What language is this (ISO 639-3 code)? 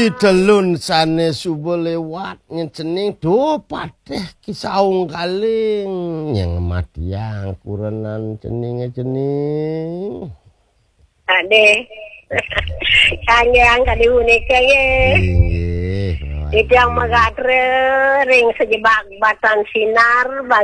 ban